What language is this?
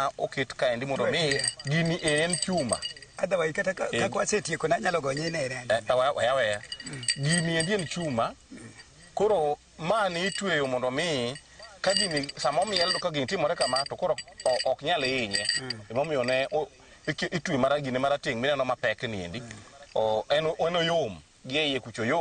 Luo (Kenya and Tanzania)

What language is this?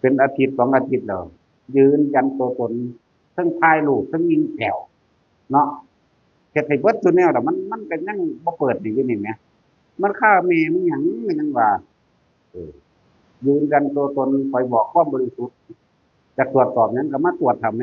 Northeastern Thai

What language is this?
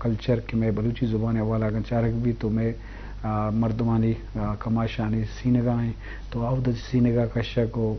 Eastern Balochi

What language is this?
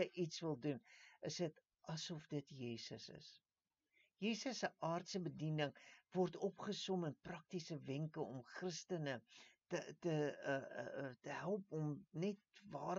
Afrikaans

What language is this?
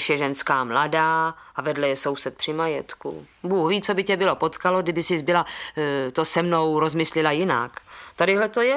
Czech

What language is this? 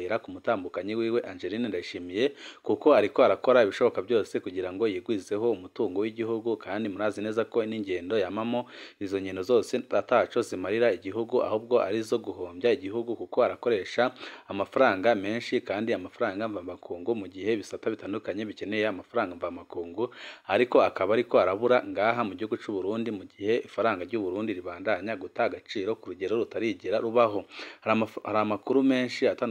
Rundi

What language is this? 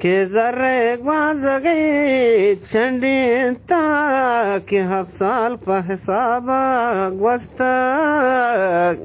Eastern Balochi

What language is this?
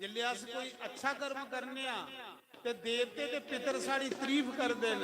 Dogri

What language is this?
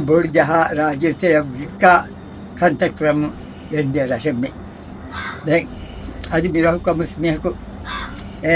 Divehi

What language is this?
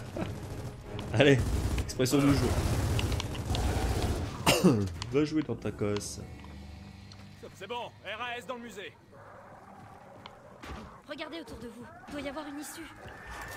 French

